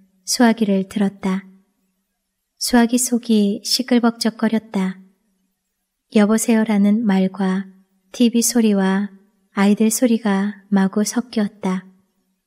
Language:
Korean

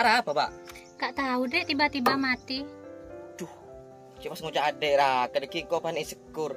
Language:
Madurese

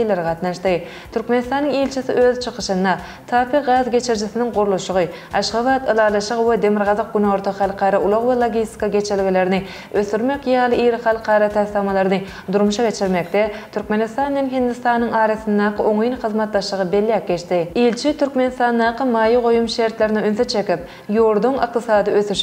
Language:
Turkmen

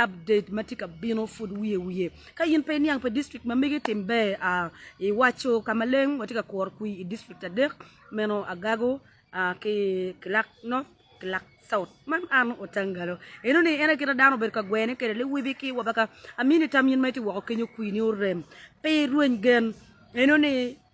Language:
Acoli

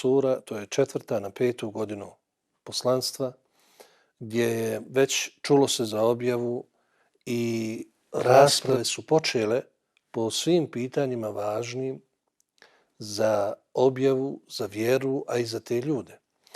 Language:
Bosnian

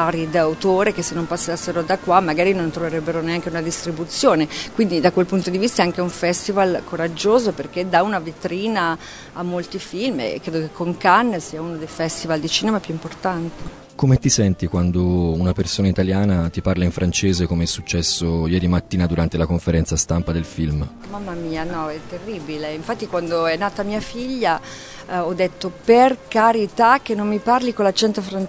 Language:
Italian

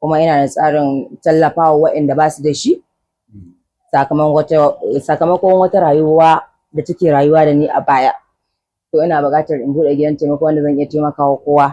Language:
Hausa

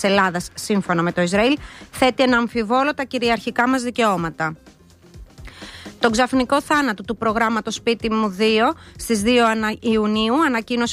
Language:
Greek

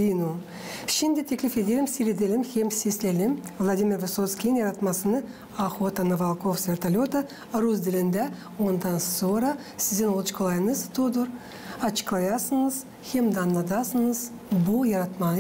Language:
Gagauz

